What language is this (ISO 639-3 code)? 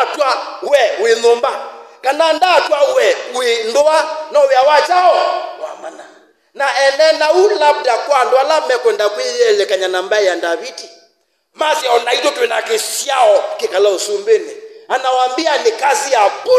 kam